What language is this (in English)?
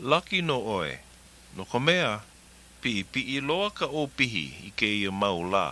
Hawaiian